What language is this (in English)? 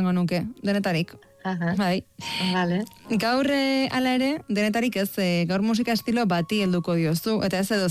Basque